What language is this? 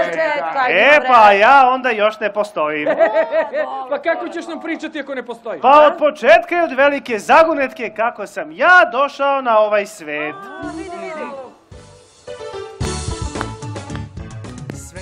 Serbian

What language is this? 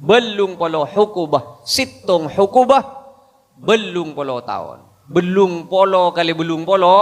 Madurese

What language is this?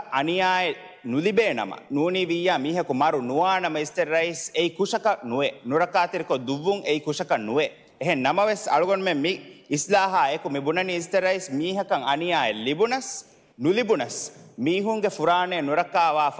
Divehi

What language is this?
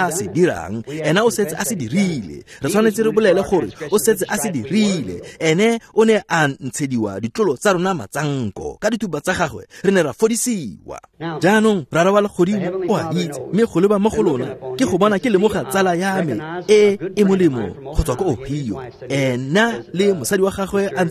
Tswana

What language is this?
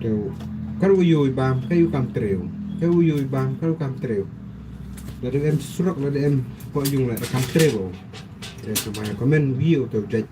Khasi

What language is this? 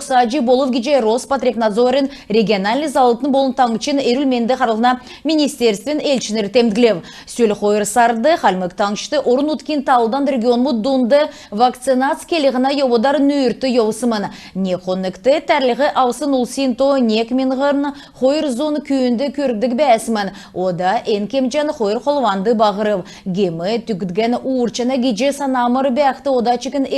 Kalmyk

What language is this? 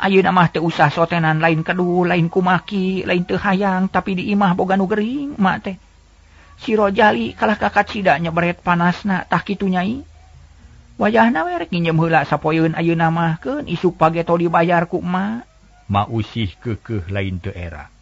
Sundanese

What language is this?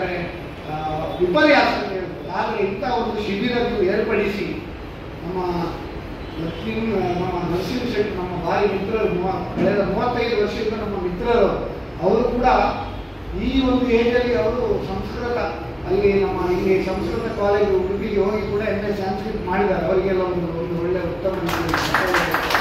Kannada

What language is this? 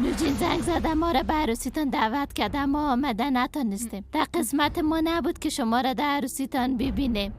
Persian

